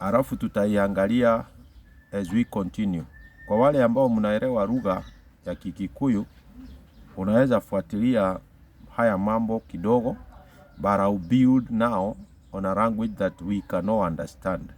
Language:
Swahili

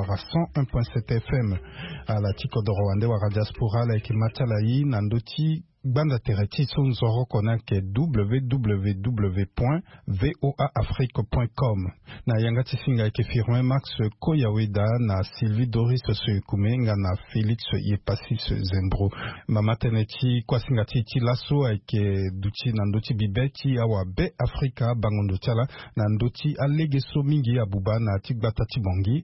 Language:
Sango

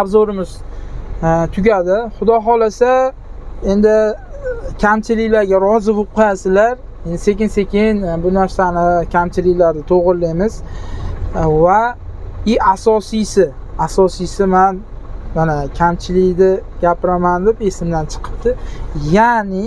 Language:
Uzbek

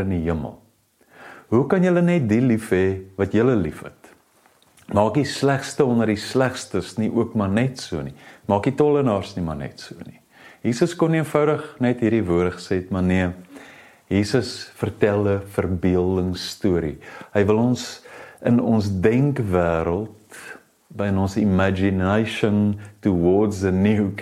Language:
Afrikaans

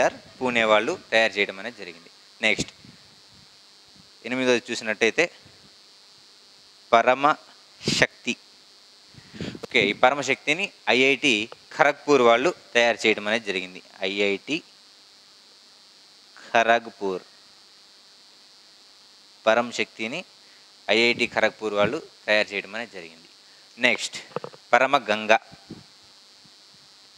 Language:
Telugu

